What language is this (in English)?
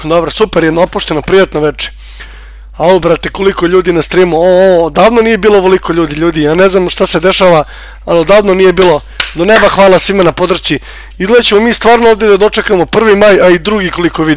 Serbian